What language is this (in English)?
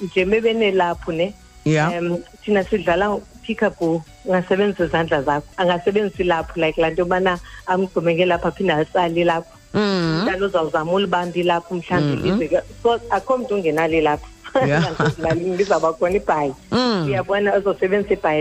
Xhosa